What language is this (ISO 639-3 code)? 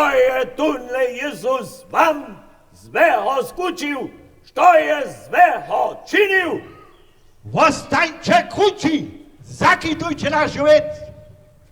hsb